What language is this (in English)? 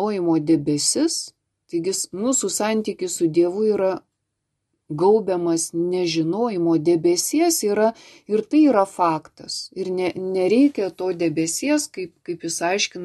Lithuanian